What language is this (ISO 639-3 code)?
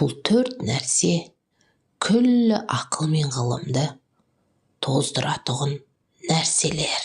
kaz